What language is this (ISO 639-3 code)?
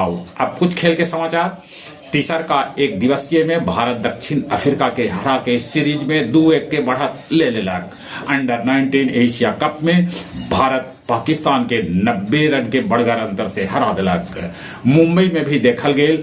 mag